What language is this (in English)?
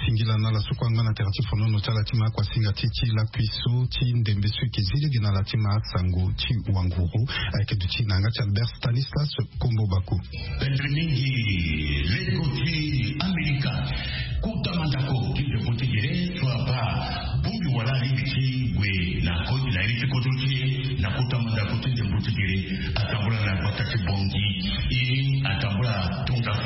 Sango